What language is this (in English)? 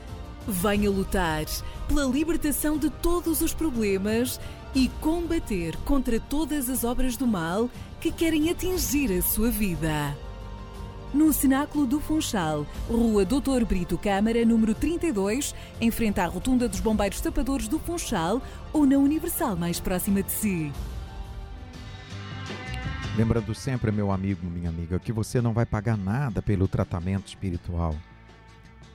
Portuguese